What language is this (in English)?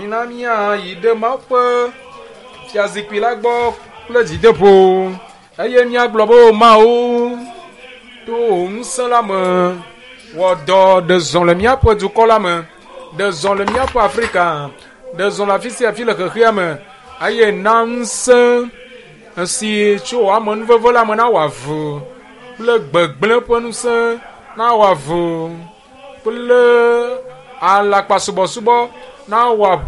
Ewe